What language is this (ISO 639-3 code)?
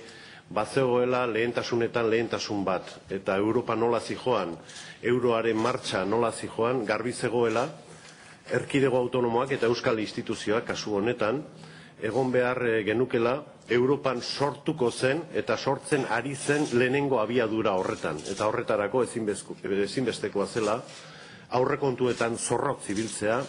eus